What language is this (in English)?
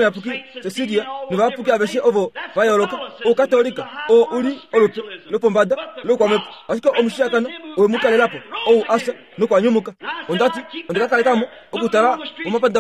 Kuanyama